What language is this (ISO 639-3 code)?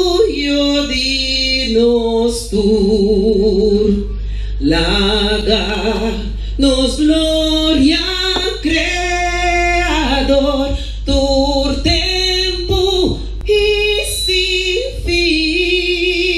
pap